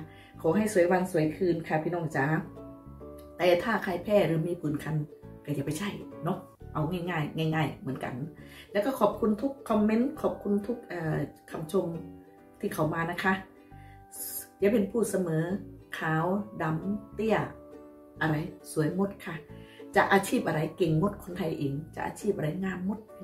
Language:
Thai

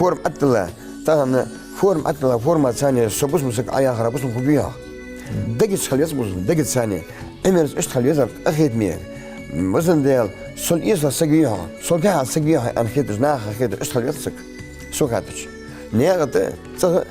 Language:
Ingush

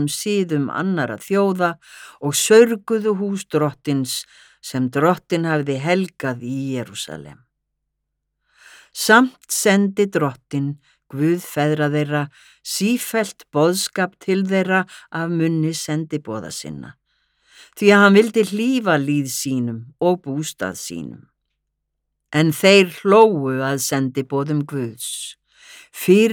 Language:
Icelandic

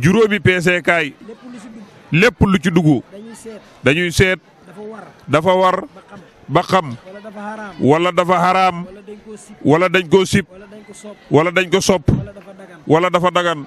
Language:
Wolof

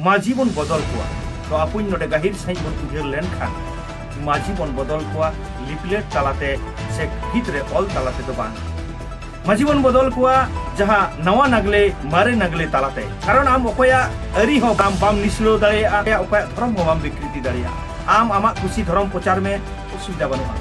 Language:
Santali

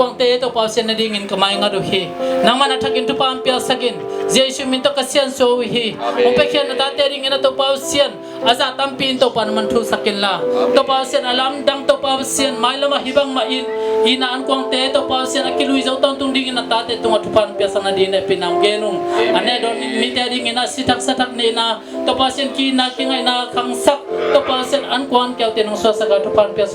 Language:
Tedim Chin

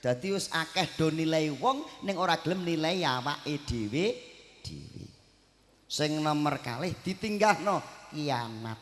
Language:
Javanese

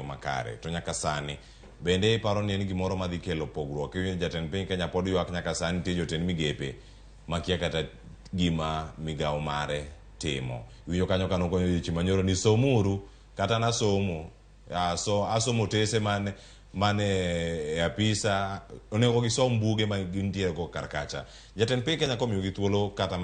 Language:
Luo (Kenya and Tanzania)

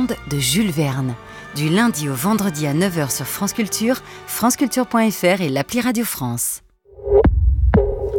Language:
French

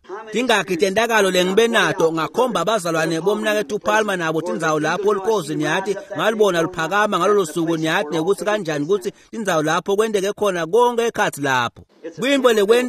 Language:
Swati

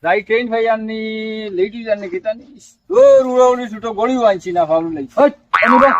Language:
Sylheti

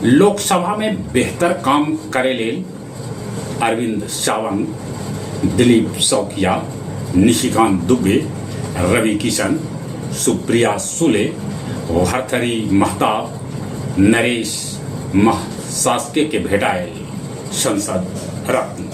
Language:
Magahi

